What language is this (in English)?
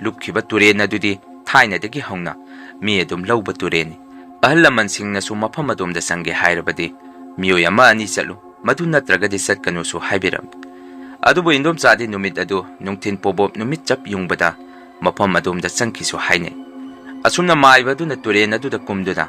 Manipuri